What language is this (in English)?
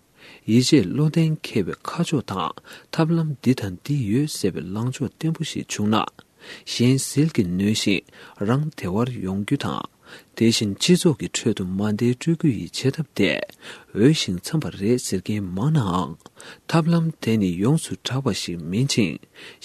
Tibetan